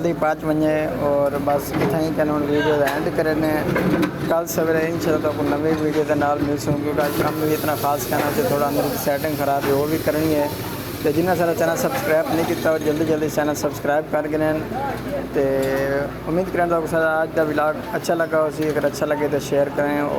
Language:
Saraiki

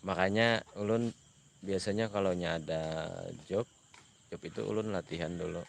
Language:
Banjar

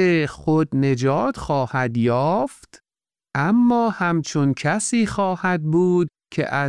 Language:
Persian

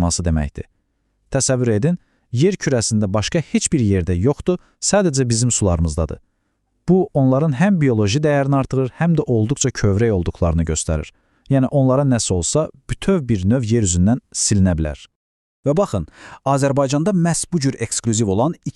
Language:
Azerbaijani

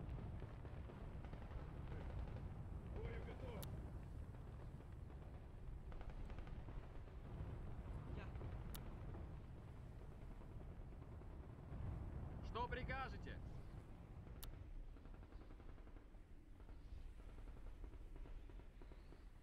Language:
Russian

